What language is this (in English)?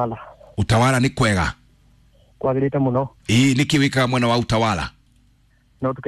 Kikuyu